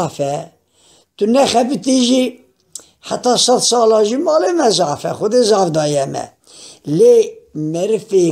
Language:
Kurdish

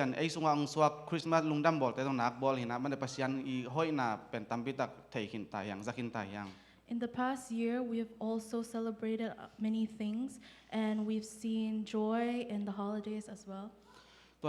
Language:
Tedim Chin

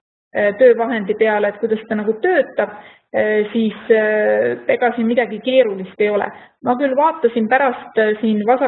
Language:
Estonian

